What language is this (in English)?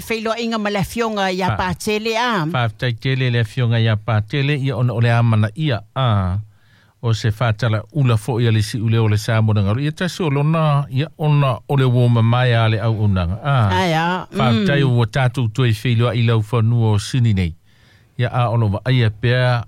Samoan